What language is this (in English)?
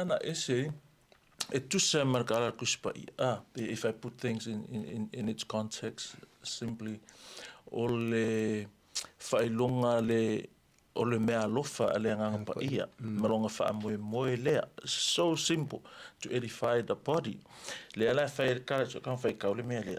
Samoan